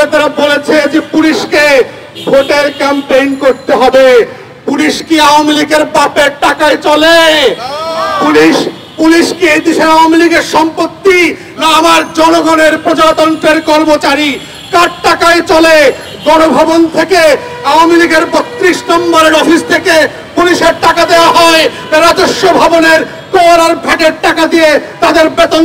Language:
Bangla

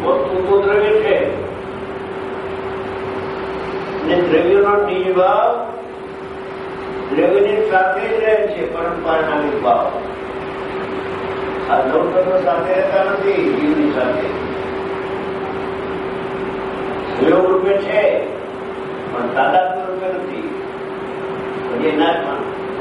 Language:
Gujarati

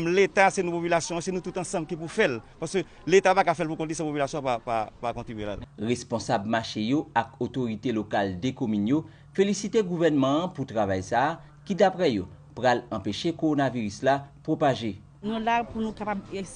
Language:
Haitian Creole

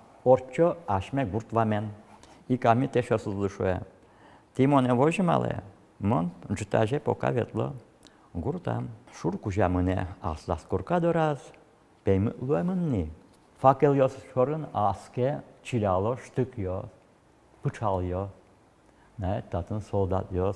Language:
Udmurt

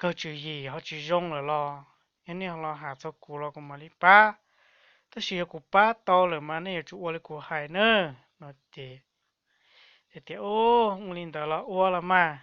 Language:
Hmong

